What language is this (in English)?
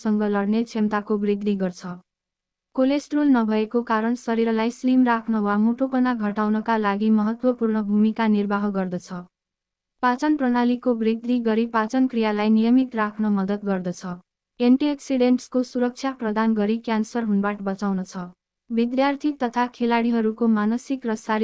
Nepali